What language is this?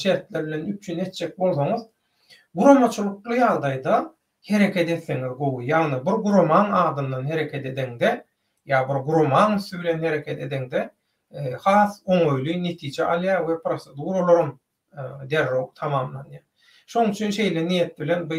Turkmen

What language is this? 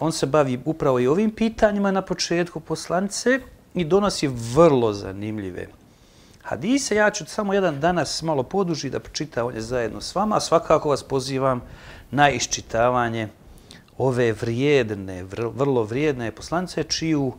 Bosnian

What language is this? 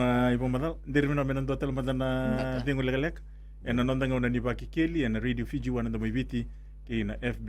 Fijian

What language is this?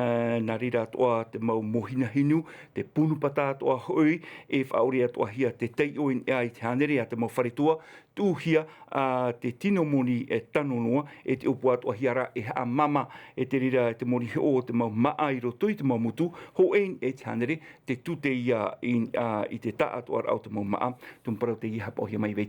Tahitian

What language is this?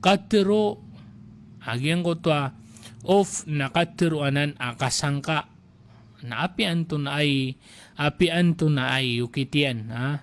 Maranao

